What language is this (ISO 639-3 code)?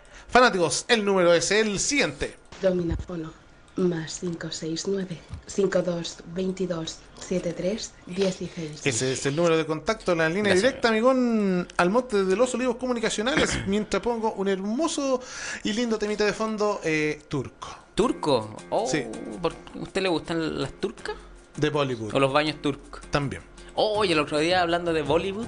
spa